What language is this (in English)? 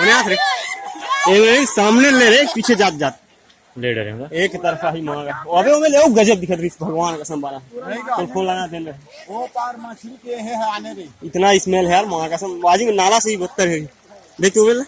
Maithili